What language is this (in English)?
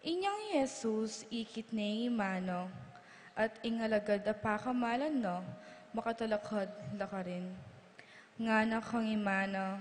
Pampanga